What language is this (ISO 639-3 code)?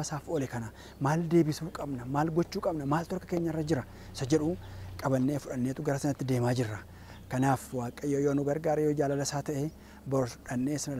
orm